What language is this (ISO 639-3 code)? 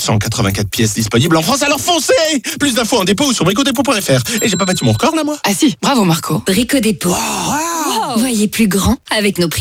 fra